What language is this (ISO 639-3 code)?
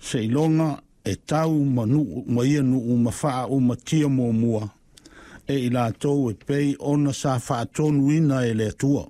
smo